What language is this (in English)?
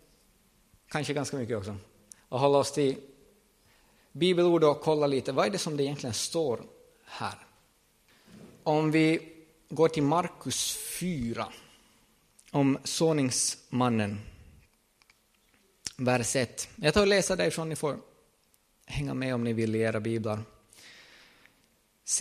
Swedish